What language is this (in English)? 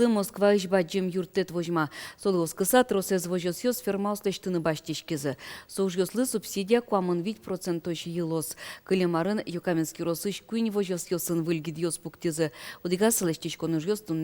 Udmurt